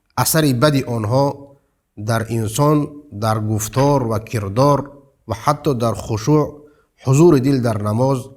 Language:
Persian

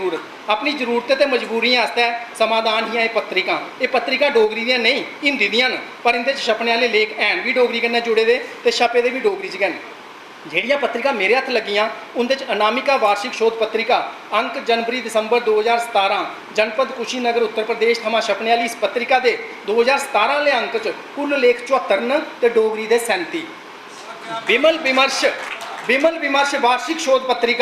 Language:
Dogri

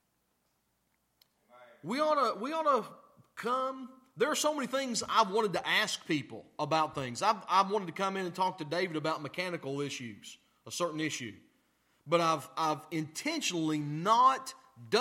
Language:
English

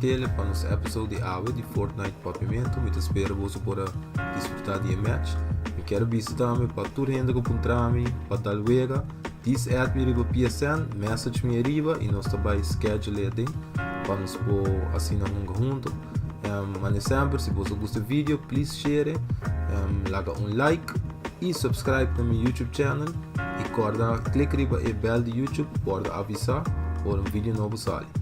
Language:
Papiamento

